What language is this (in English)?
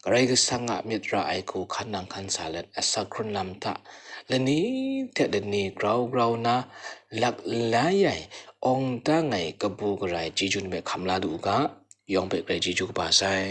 Kachin